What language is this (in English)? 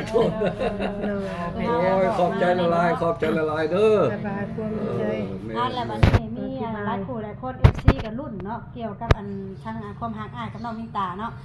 Lao